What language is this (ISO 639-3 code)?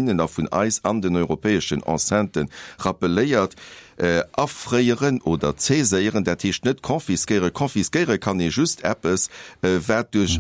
ltz